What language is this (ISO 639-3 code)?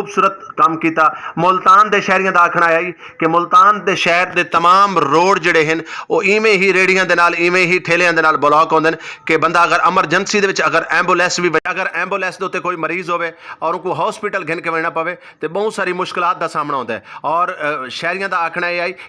skr